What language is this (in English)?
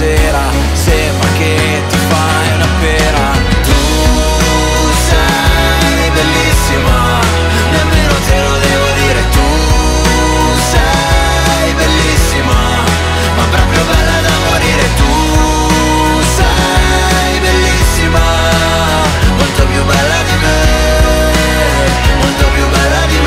Italian